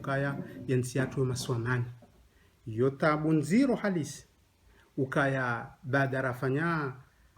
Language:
Ngazidja Comorian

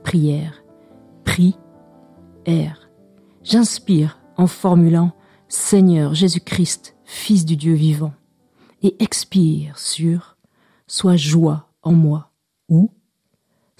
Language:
French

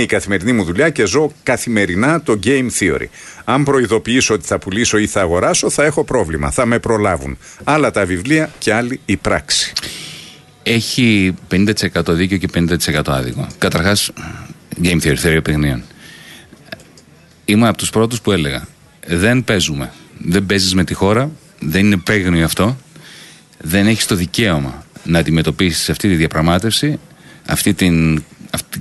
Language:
Greek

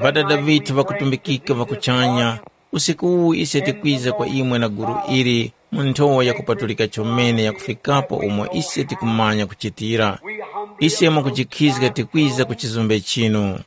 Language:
Tumbuka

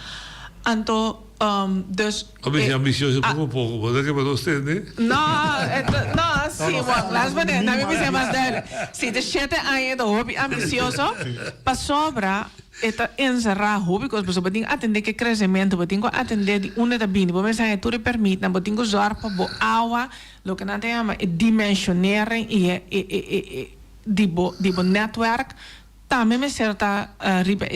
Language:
Papiamento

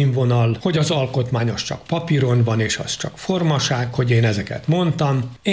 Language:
Hungarian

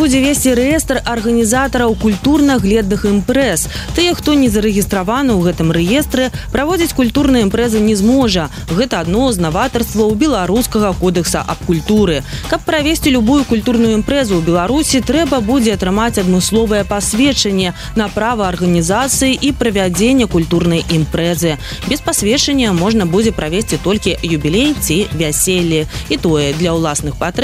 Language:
Belarusian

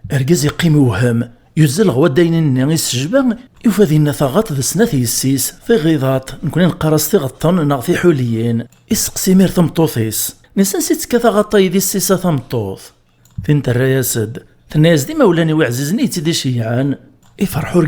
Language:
Kabyle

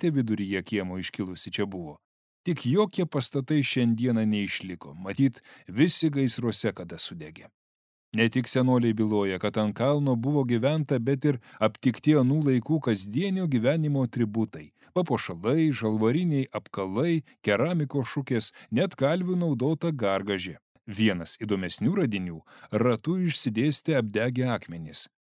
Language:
Lithuanian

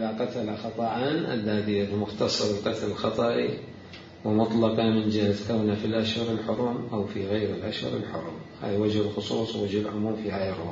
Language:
Mesopotamian Arabic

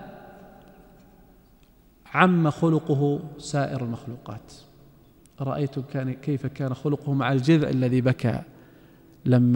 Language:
Arabic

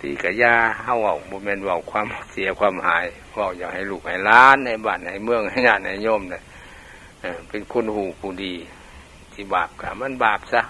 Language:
Lao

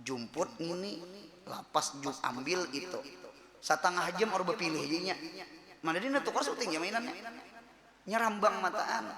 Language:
Banjar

